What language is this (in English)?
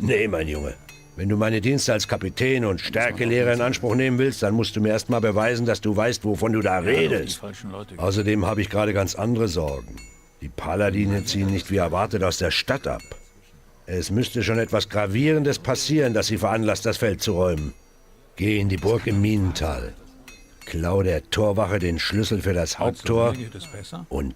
Bavarian